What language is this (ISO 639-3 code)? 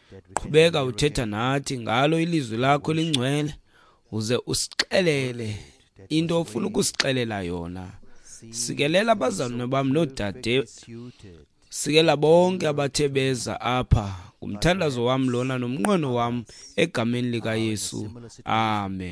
xho